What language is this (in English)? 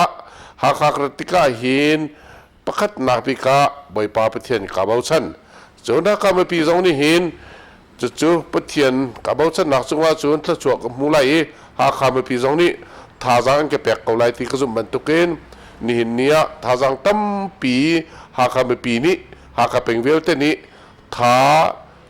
Hakha Chin